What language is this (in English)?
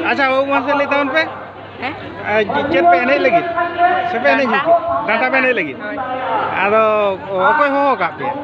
Santali